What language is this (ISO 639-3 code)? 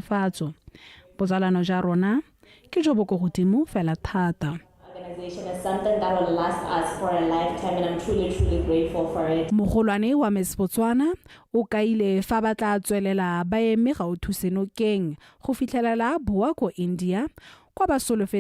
tsn